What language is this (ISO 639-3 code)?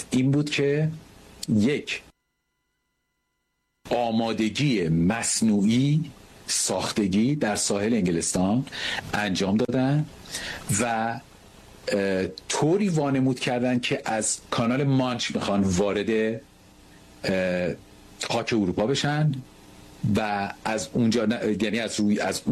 fas